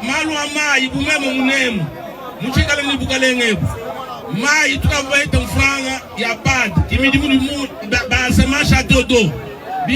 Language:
Luba-Lulua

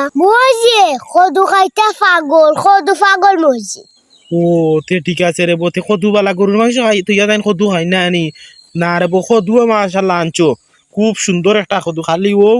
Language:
Sylheti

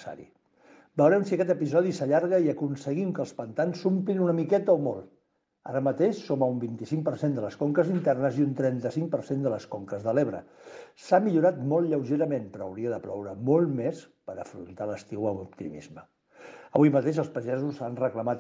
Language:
Catalan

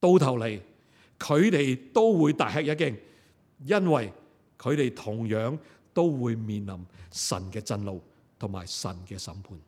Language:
Cantonese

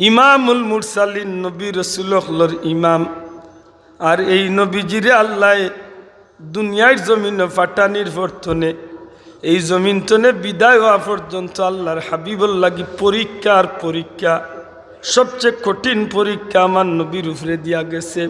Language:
Sylheti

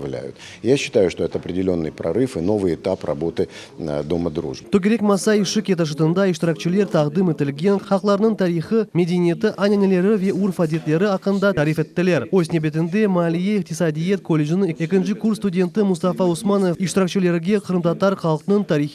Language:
Crimean Tatar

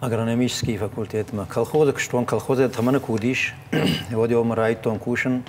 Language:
Ossetic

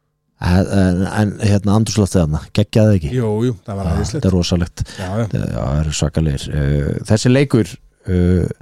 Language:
Icelandic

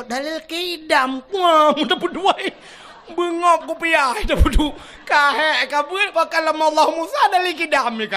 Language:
Achinese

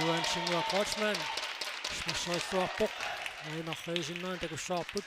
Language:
Kalaallisut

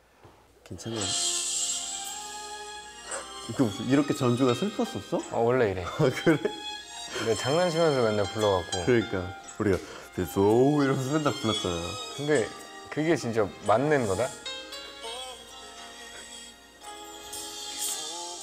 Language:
Korean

